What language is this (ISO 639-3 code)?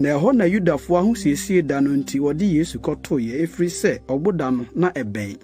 aka